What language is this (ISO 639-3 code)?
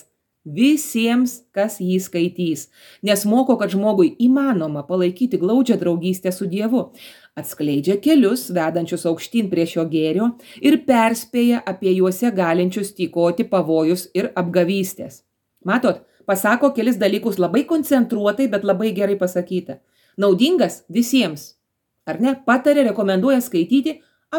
lit